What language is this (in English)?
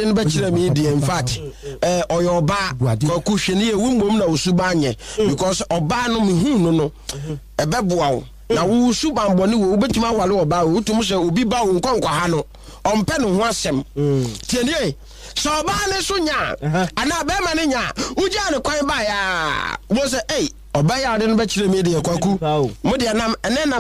Akan